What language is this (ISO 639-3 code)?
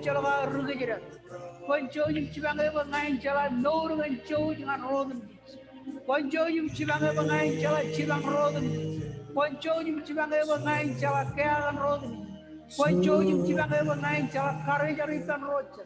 mah